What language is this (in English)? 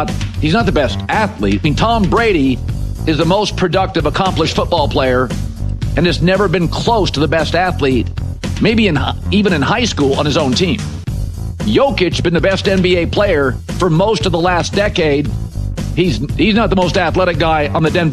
English